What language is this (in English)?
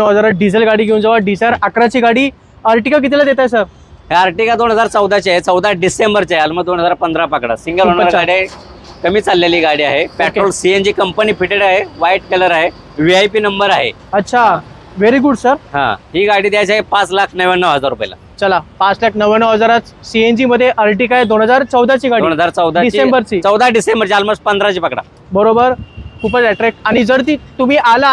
Marathi